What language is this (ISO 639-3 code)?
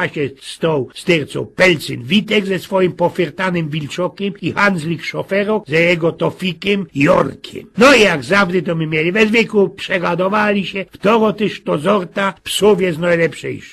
szl